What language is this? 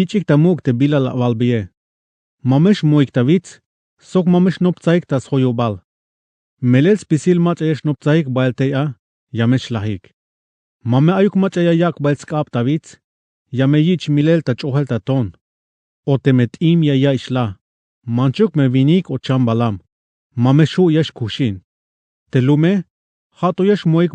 Tzeltal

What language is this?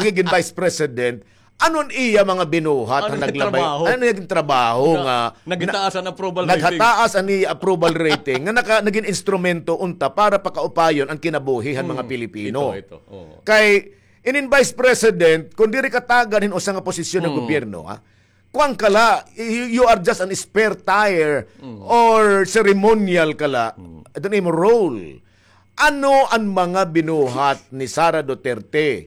Waray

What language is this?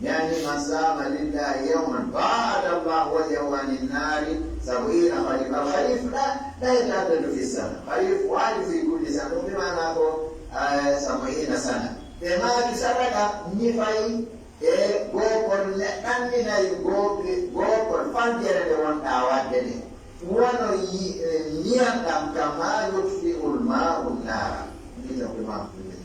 Pular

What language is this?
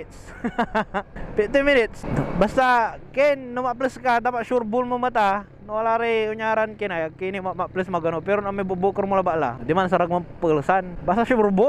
Pangasinan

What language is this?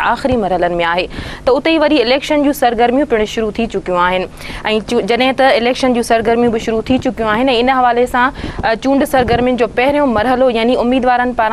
Sindhi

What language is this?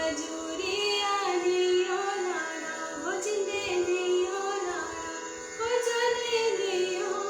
Dogri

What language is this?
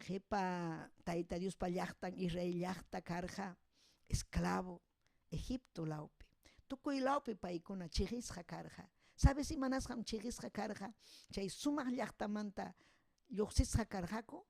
Ayacucho Quechua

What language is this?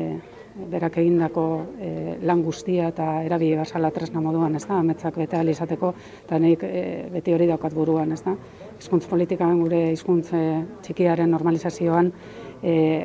Basque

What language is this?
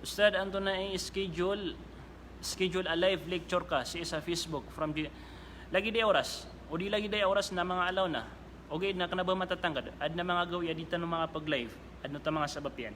Maranao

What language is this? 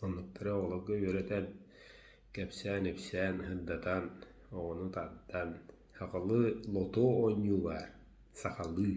Yakut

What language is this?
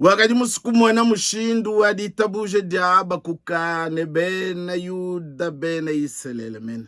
Luba-Lulua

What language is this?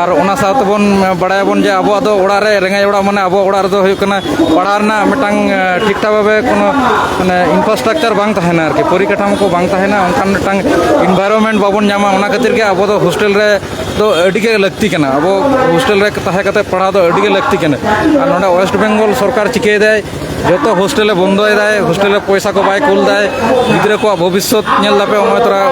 Santali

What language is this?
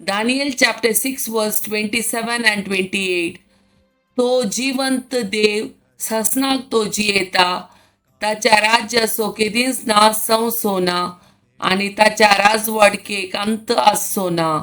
Konkani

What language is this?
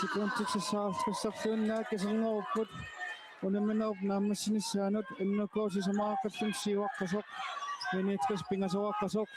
Kalaallisut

